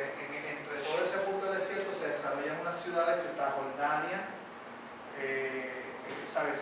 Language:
Spanish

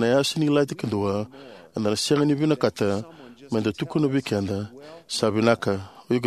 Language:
Fijian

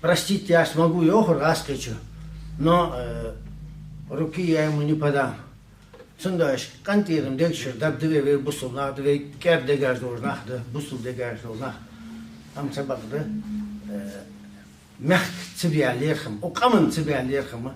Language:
Ingush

